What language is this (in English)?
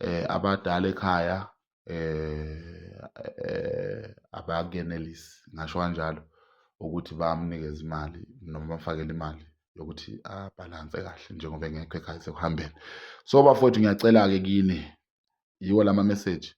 Zulu